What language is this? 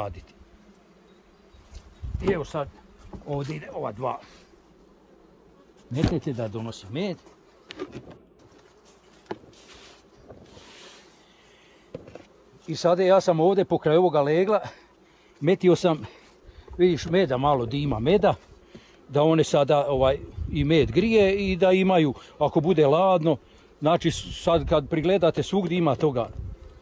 Croatian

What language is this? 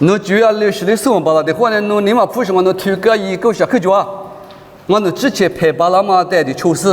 Lisu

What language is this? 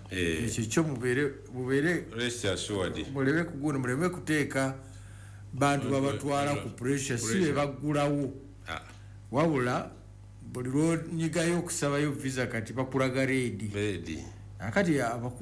Ganda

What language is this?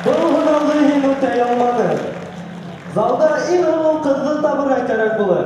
Bashkir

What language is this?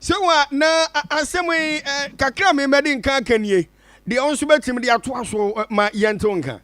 Akan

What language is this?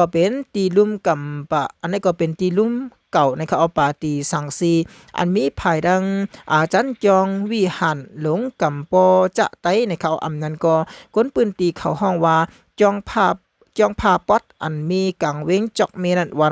Shan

